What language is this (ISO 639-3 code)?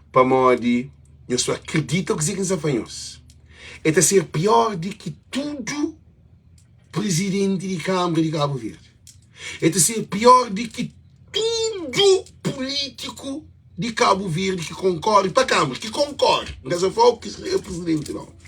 kea